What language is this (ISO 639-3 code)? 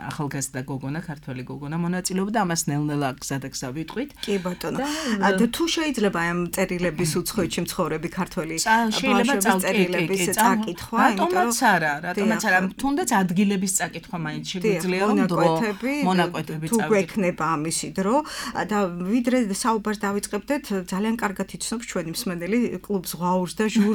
kat